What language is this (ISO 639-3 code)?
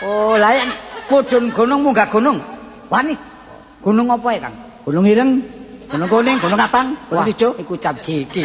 jav